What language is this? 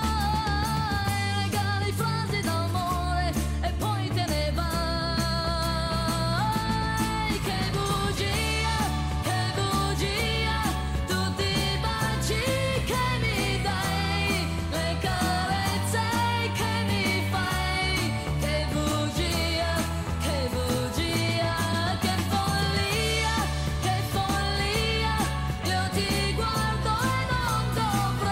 Italian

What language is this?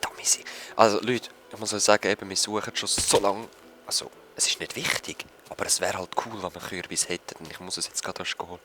Swiss German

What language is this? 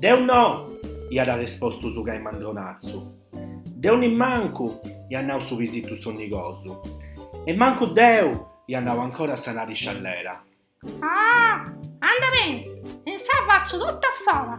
Sardinian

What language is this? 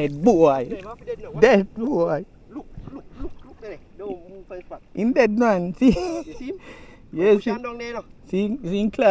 Jamaican Creole English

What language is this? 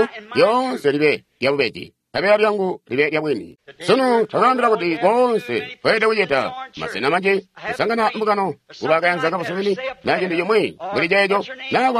Tonga (Zambia)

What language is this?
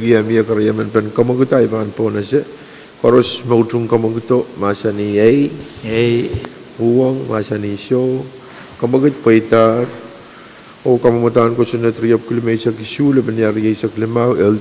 Pohnpeian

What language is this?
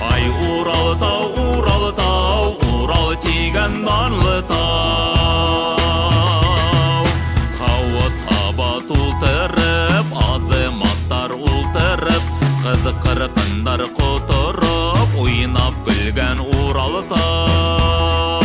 Bashkir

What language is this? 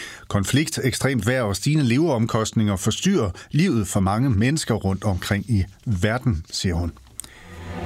Danish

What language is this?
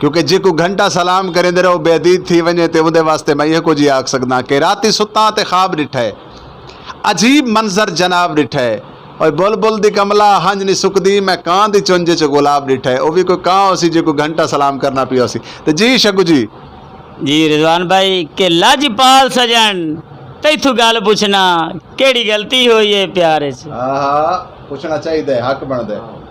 Saraiki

